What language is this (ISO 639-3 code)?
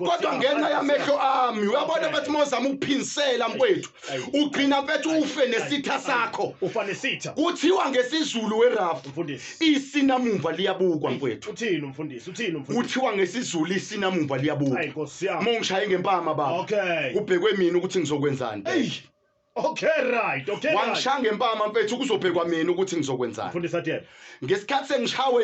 zul